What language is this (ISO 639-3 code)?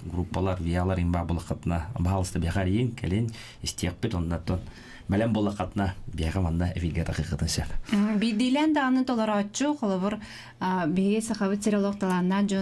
sah